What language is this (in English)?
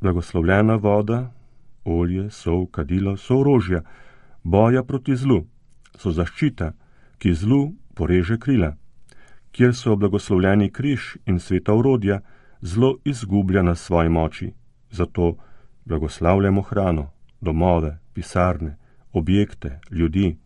Slovenian